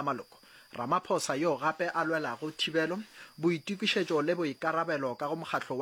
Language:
Northern Sotho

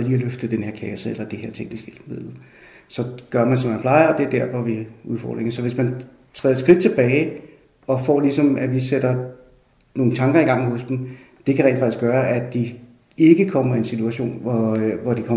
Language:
Danish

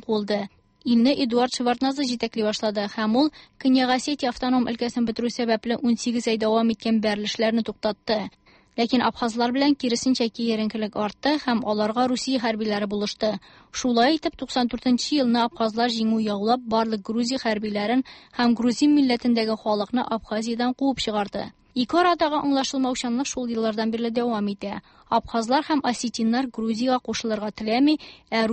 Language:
Tatar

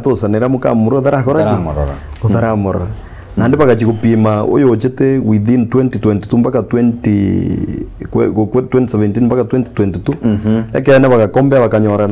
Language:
Gusii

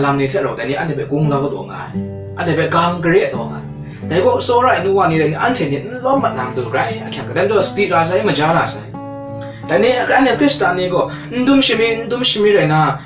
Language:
Kachin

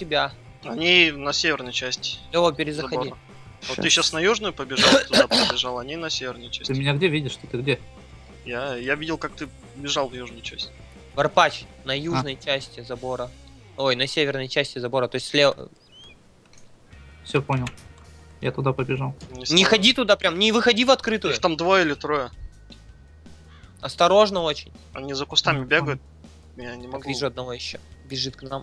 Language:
Russian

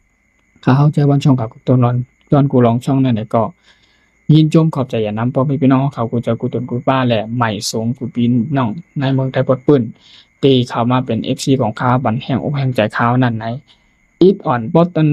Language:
Shan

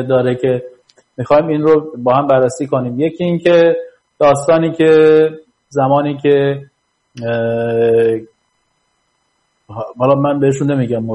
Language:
Persian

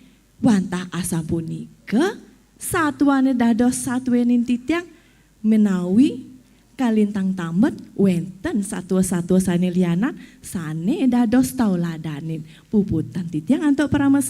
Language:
Balinese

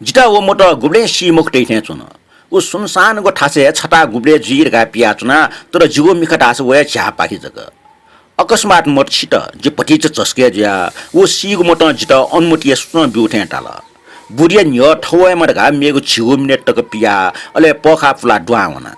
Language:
Newari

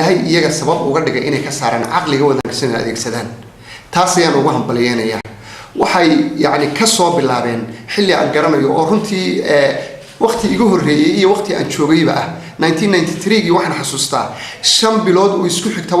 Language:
Somali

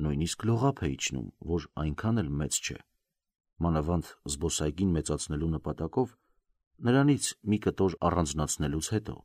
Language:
Armenian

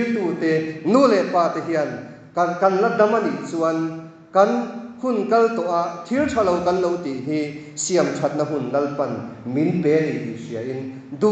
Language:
Mizo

